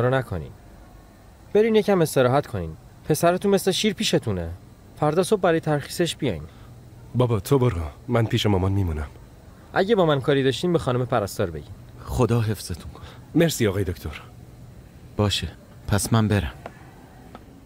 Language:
Persian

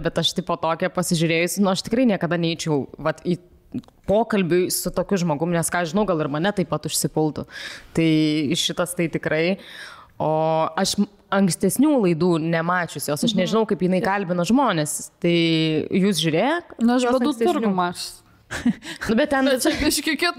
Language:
Lithuanian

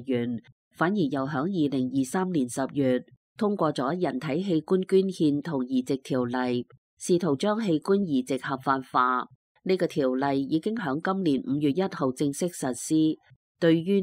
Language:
Cantonese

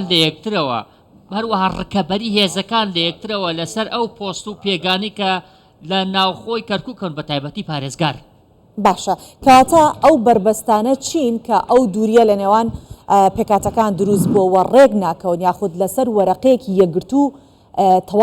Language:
Central Kurdish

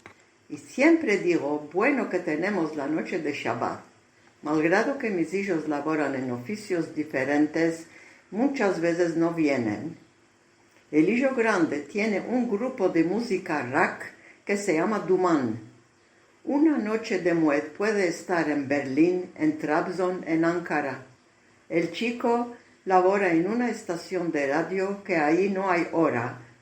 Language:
Ladino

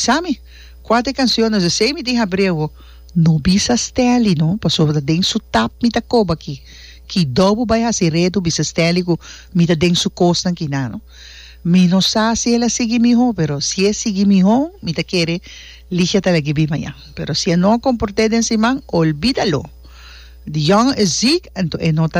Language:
Papiamento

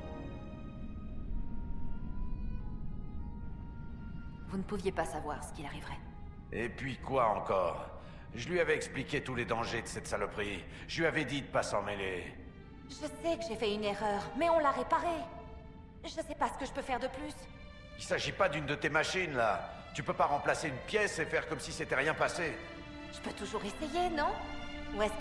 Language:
French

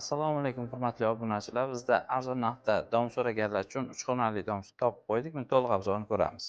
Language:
Uzbek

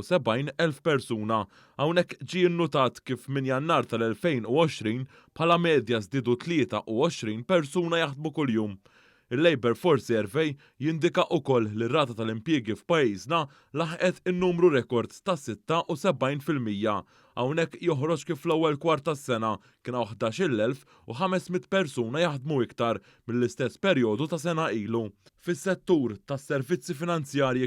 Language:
Maltese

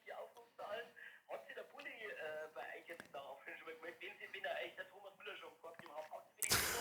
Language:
Bavarian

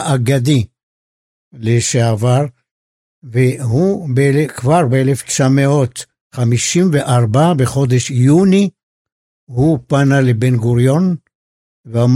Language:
Hebrew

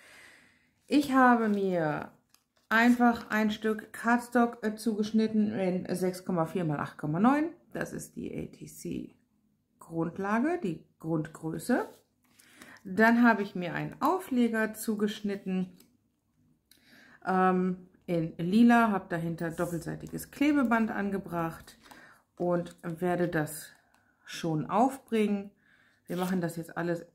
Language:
German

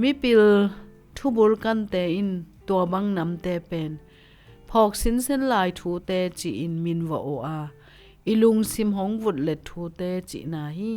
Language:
Tedim Chin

